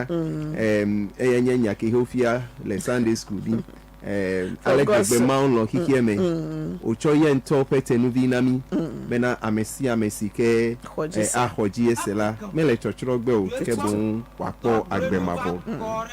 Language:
Ewe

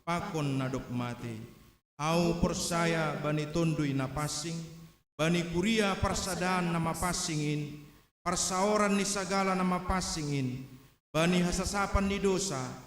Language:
Batak Simalungun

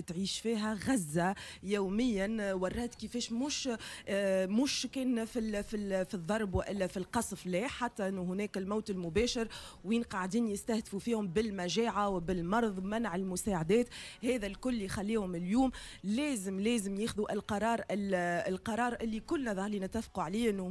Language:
Tunisian Arabic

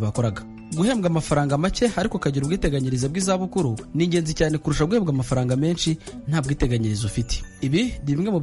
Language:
Kinyarwanda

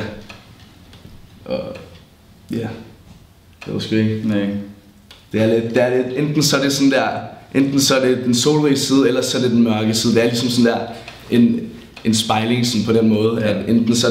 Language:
Danish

